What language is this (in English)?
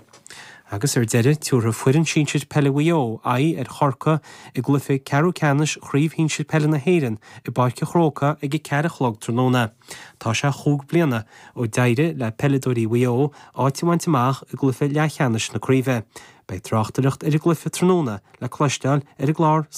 Irish